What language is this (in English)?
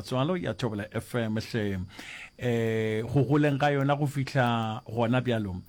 Northern Sotho